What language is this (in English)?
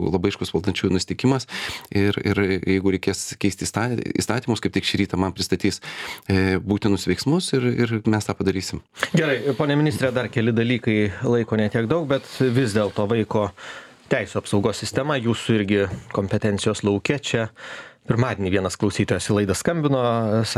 Lithuanian